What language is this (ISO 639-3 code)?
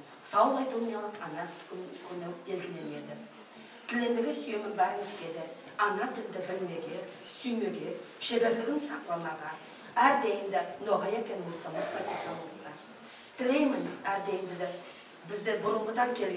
nog